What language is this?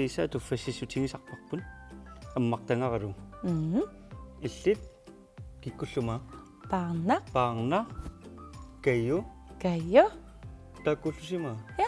Kalaallisut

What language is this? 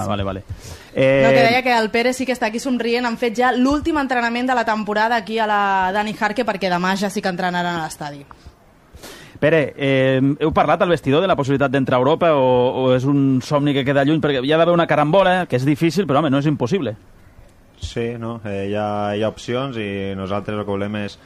Catalan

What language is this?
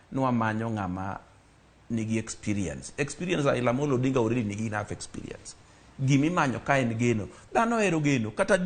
Luo (Kenya and Tanzania)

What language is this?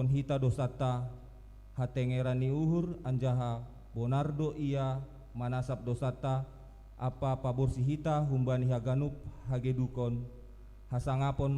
Batak Simalungun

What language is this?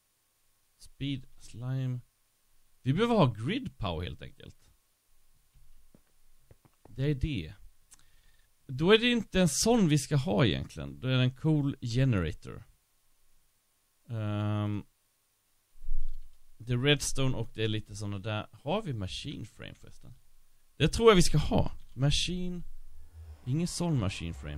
Swedish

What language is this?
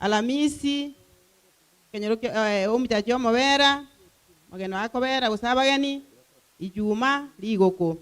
Gusii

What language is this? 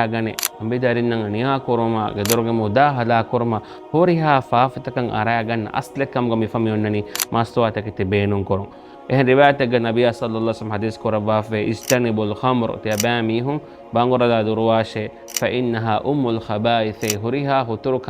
Divehi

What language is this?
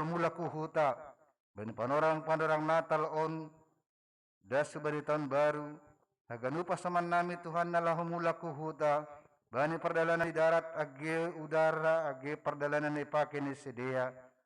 Batak Simalungun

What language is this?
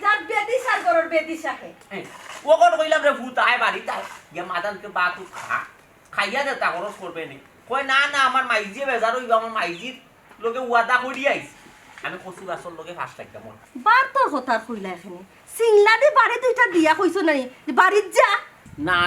Sylheti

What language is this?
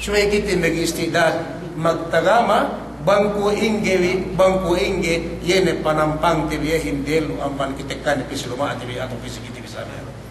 Yakan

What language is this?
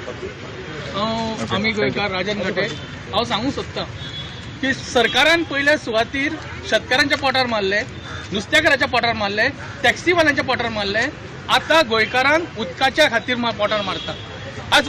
Konkani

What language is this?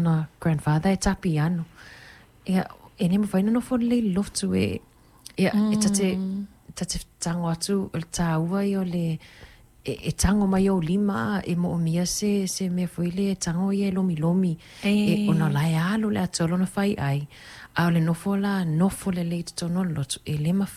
Samoan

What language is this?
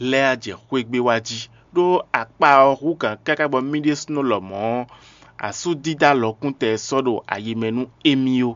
Fon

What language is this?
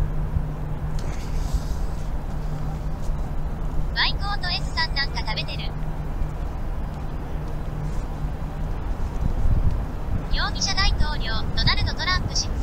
Japanese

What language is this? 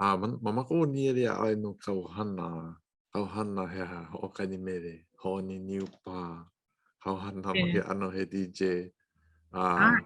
Hawaiian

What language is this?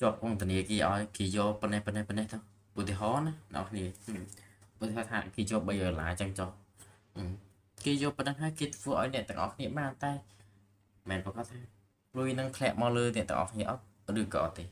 Khmer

